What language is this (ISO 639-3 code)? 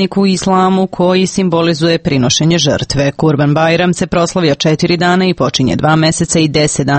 srp